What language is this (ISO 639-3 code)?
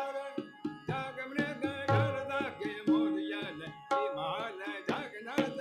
mai